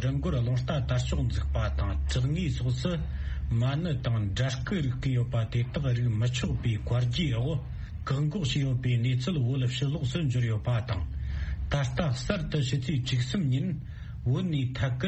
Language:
Tibetan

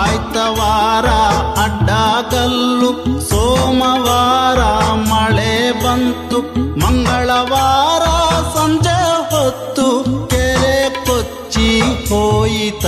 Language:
Kannada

